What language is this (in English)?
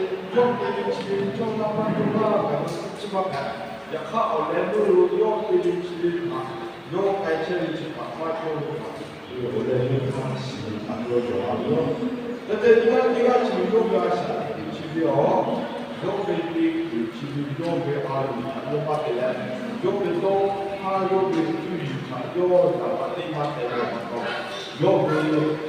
Lahu